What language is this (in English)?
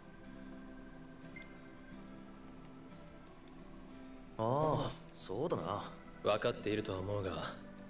Japanese